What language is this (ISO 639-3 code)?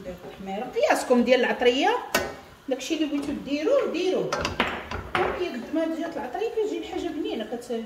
ary